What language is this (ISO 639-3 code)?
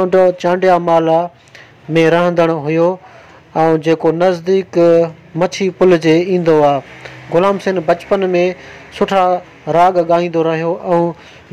snd